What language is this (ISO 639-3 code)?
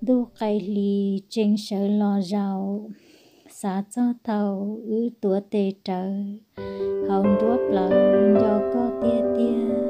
hmn